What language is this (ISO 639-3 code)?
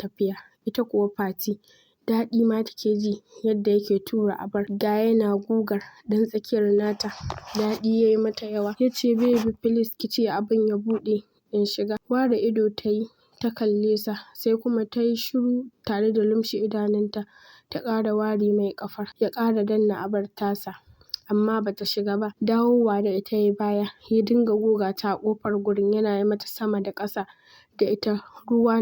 hau